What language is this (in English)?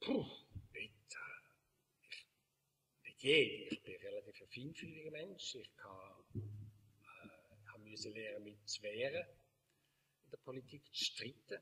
Swiss German